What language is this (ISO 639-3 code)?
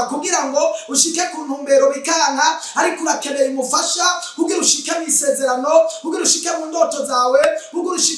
run